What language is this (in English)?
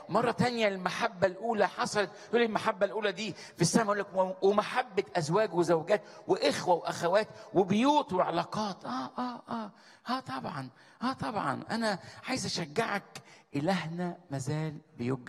Egyptian Arabic